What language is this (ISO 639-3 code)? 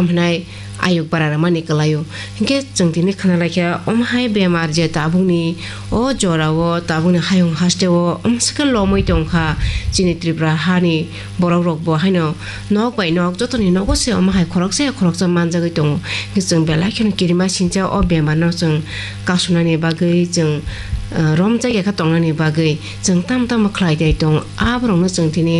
trp